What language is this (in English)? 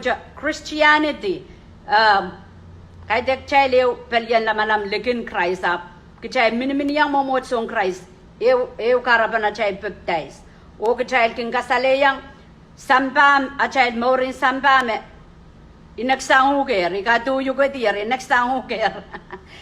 Pohnpeian